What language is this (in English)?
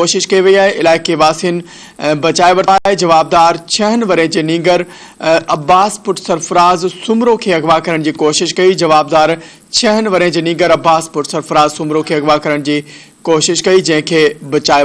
Sindhi